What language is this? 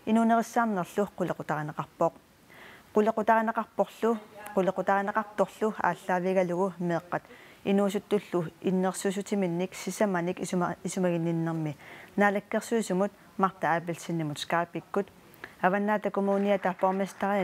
Kalaallisut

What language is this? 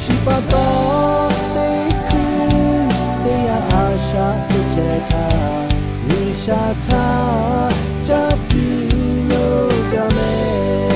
Lahu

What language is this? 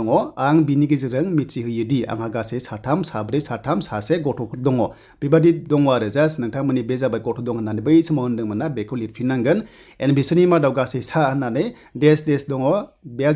Bodo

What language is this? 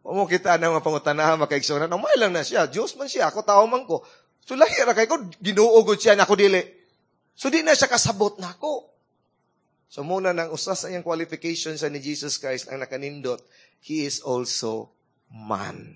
Cebuano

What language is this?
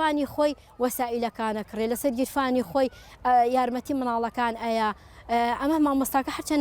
Central Kurdish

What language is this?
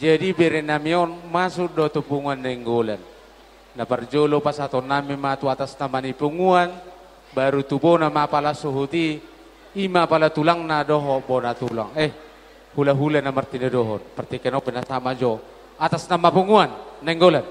Batak Toba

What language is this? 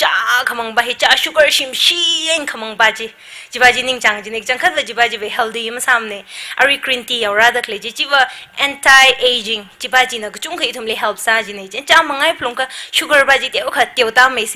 Tangkhul Naga (India)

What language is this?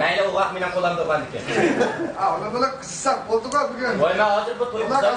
Uyghur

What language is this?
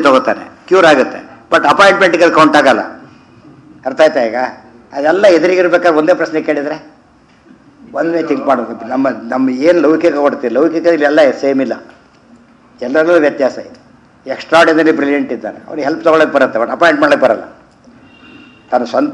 Kannada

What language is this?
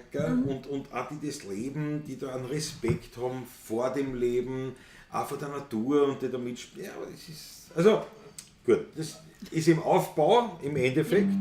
Bavarian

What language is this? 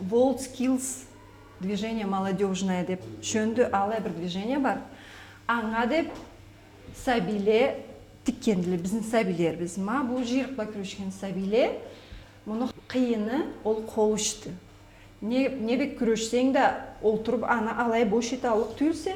Karachay-Balkar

